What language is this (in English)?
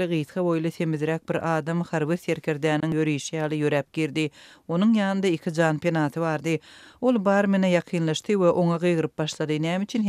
Turkmen